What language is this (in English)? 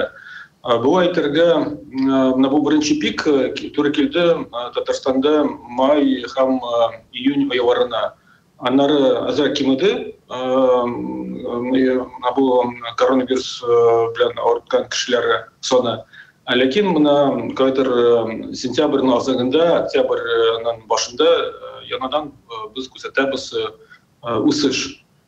Tatar